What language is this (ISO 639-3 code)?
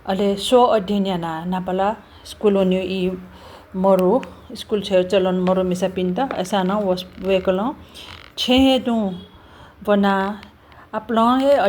new